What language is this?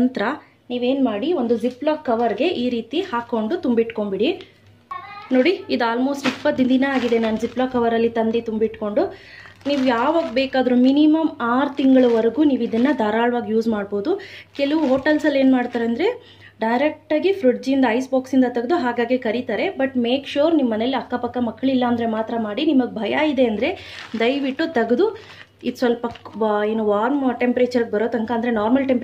Kannada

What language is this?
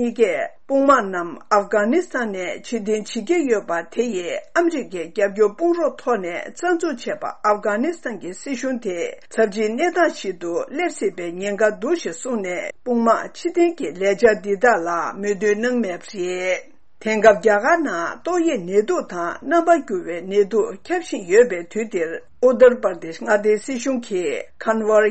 Tibetan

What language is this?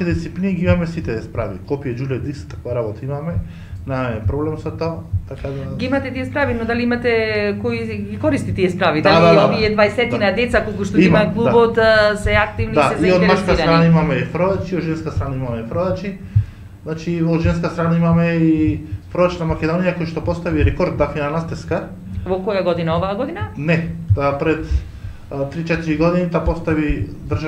Macedonian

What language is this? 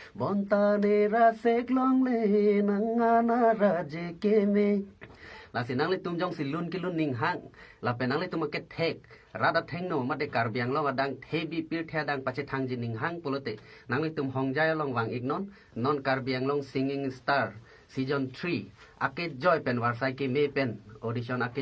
Karbi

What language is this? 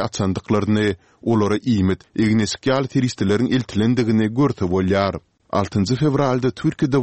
Turkmen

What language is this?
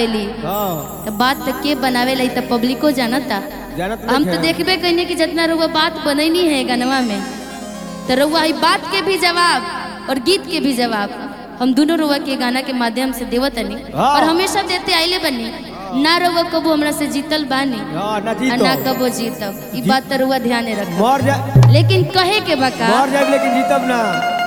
Bhojpuri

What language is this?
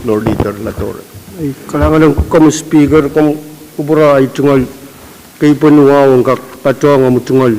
Pohnpeian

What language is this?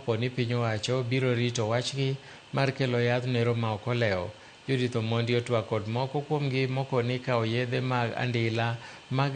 Luo (Kenya and Tanzania)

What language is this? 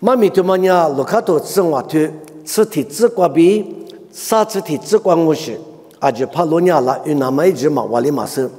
Lisu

